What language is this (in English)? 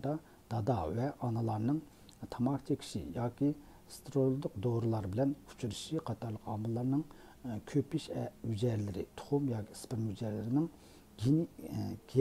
Uyghur